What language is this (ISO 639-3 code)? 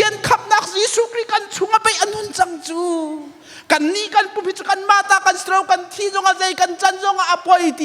cnh